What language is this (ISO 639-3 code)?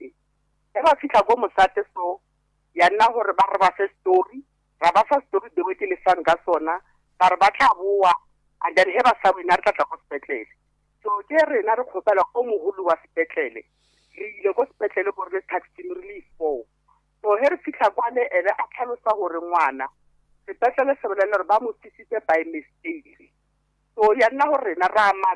nso